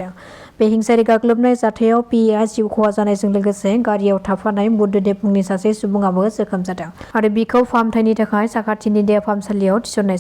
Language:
Bodo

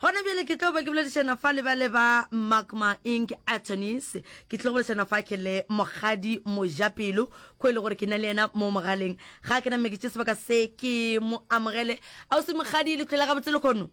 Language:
Northern Sotho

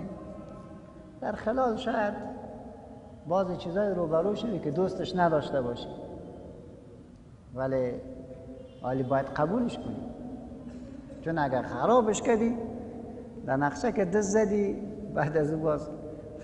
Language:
Persian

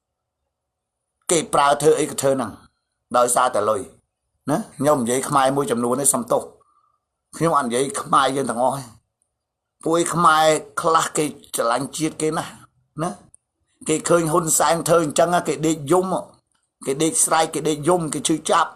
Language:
Khmer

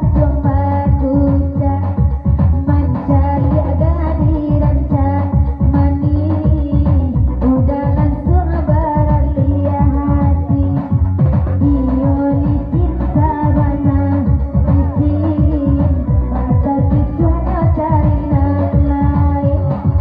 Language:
Minangkabau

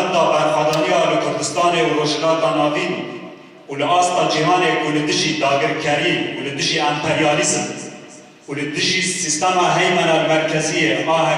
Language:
Kurdish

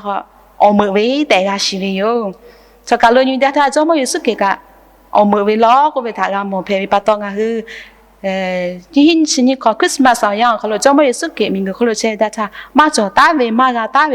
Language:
Lahu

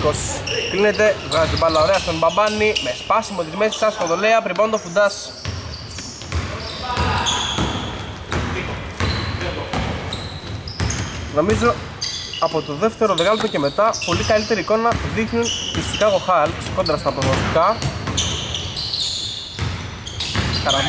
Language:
Greek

